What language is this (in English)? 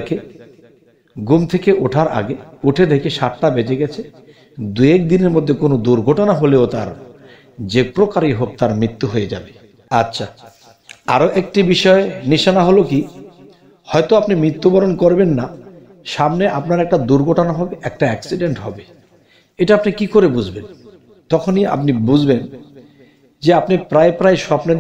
Bangla